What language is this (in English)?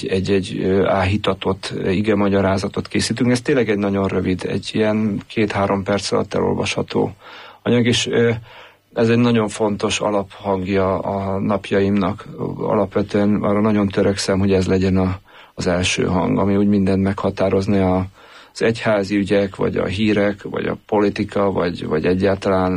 Hungarian